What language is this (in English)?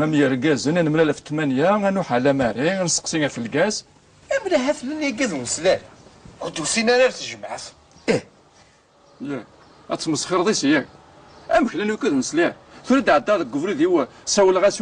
Kabyle